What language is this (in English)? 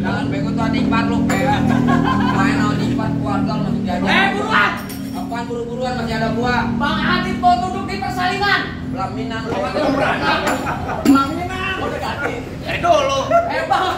Betawi